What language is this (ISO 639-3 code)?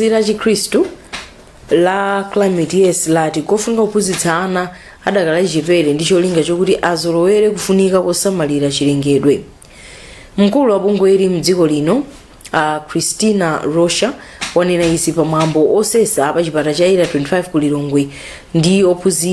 nya